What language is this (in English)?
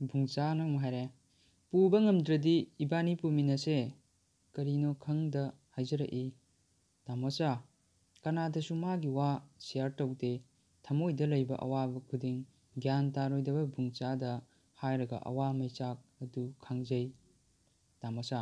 Manipuri